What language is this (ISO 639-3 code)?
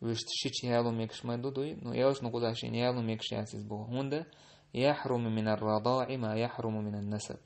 che